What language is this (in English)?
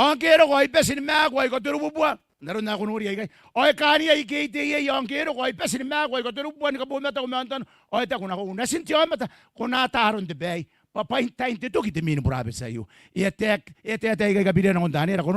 Gilbertese